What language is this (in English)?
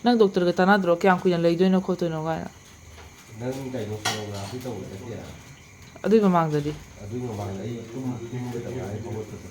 Manipuri